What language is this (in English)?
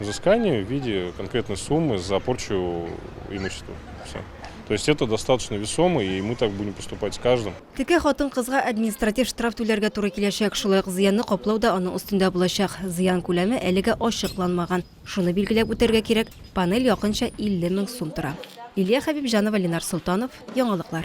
Tatar